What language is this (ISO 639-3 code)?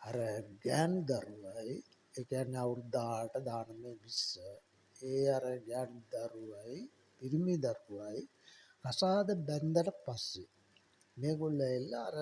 sin